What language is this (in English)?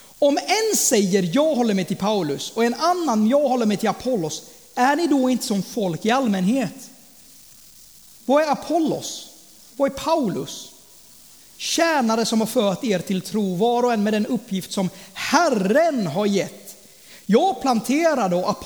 Swedish